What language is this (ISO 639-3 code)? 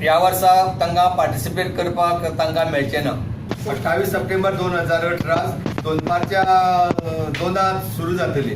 kok